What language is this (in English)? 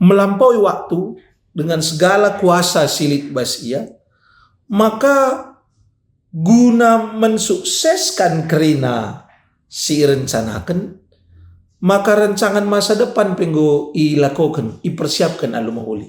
Batak Karo